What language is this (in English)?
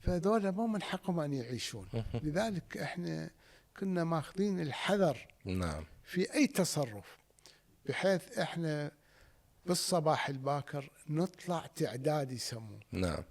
Mesopotamian Arabic